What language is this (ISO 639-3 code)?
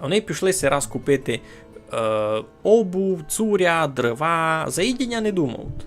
rue